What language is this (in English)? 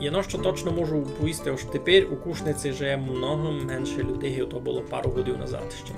Rusyn